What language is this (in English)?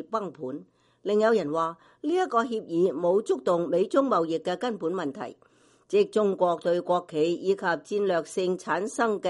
Cantonese